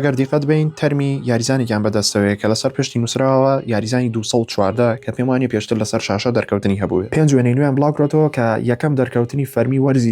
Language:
Central Kurdish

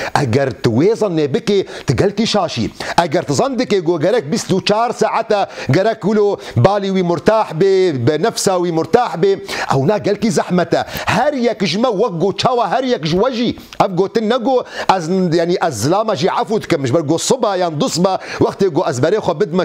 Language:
Kurdish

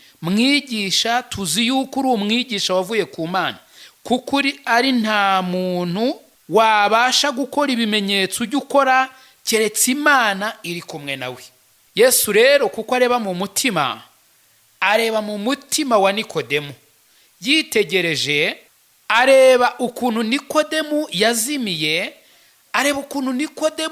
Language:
Kinyarwanda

